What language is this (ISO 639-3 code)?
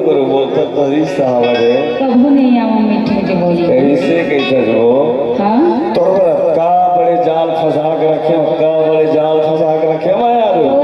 hne